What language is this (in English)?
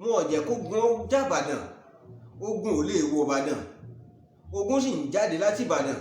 Yoruba